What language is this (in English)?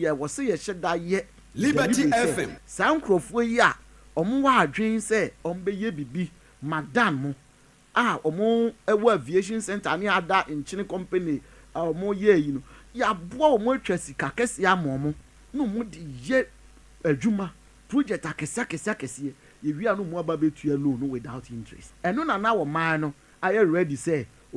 Akan